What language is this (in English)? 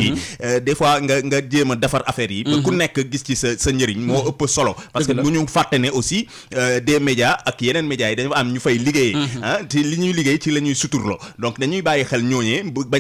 Wolof